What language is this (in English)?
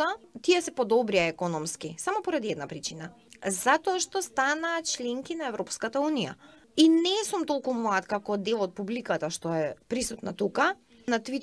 Macedonian